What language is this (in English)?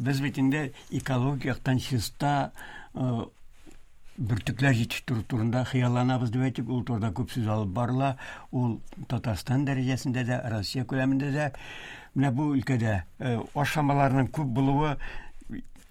Tatar